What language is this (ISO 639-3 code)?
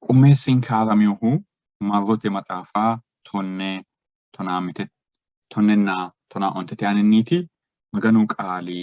sid